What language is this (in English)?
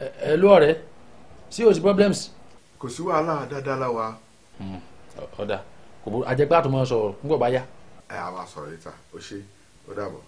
Yoruba